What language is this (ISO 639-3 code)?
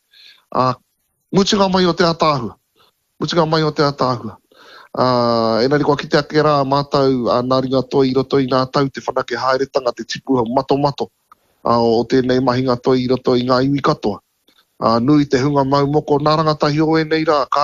mri